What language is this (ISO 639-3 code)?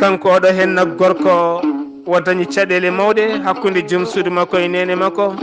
ful